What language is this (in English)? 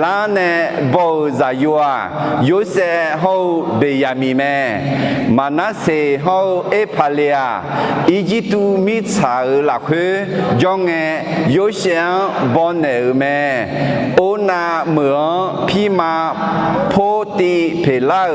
Akha